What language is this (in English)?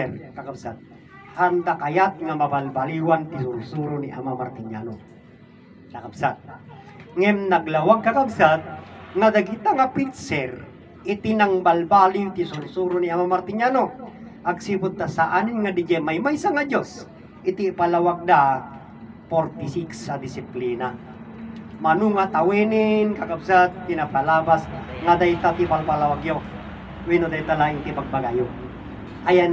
Iloko